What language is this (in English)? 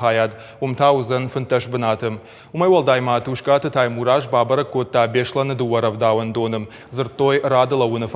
Ossetic